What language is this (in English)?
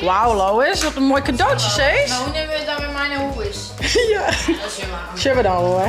Western Frisian